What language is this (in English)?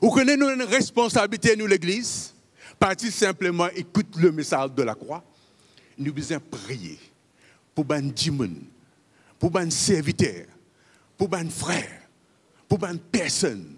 Morisyen